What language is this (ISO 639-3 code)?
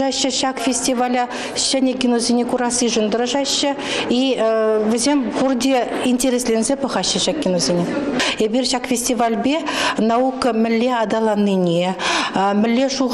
chv